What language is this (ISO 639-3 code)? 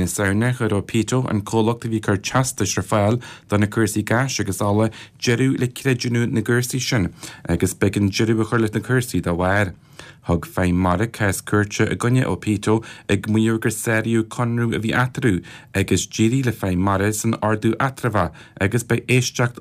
gle